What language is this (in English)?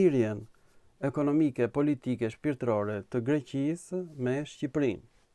Albanian